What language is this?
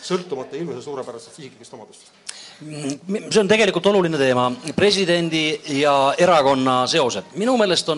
Estonian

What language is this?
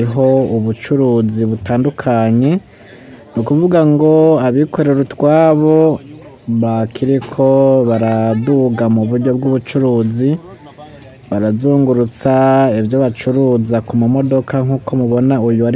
Rundi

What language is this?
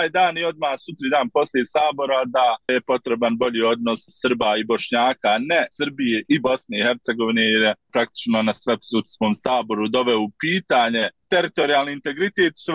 Bosnian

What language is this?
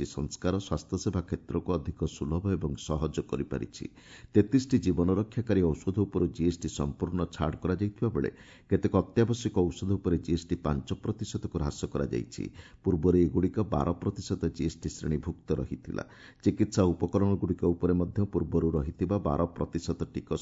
Odia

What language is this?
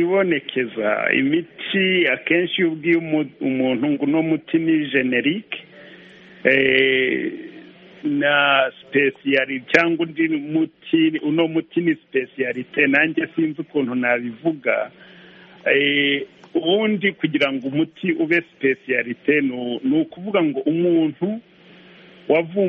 Kinyarwanda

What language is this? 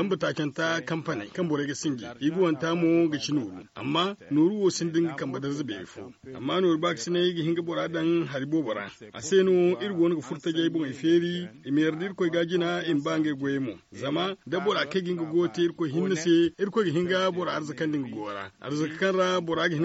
Zarma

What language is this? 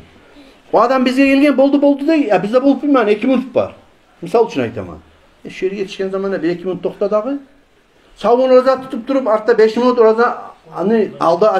Kumyk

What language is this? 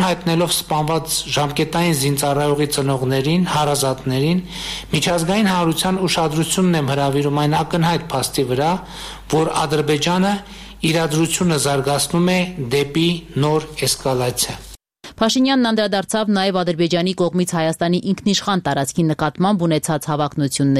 Armenian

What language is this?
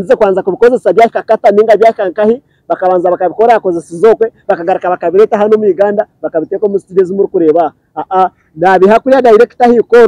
Nyankole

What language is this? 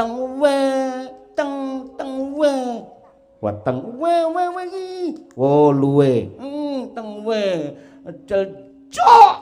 Javanese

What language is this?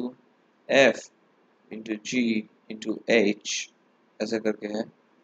Hindi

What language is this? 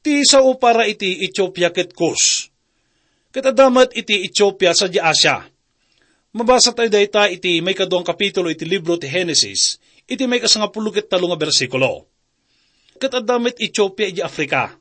Iloko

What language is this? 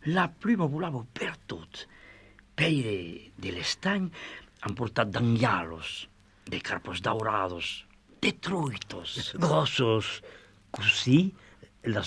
Occitan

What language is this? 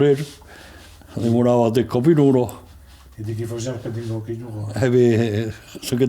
Occitan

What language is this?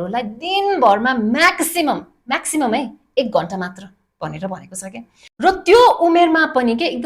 Nepali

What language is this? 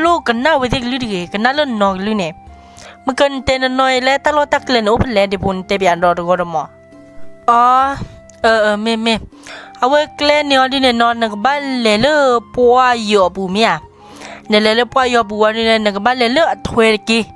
S'gaw Karen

